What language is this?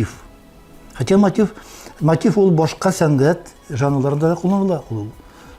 Tatar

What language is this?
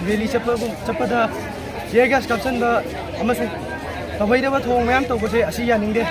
Manipuri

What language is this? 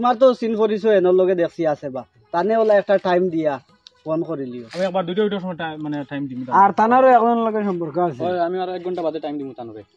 Sylheti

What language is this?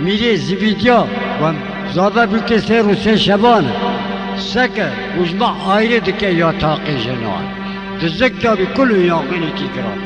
Kurdish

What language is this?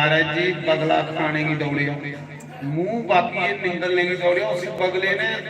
Dogri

